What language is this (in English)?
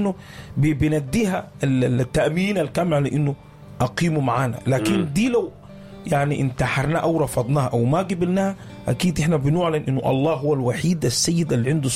Sudanese Arabic